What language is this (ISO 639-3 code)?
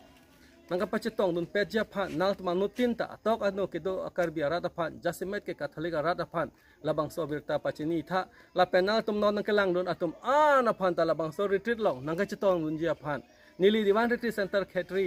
mjw